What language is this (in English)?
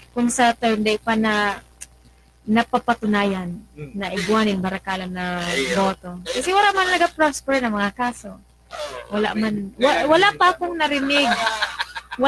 Bikol